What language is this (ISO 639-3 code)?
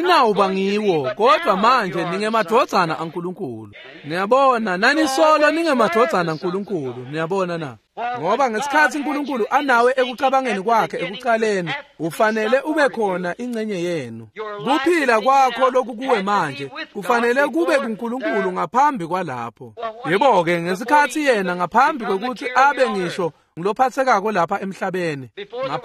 ssw